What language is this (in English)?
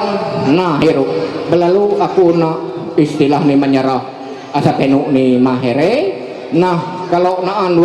Ma'anyan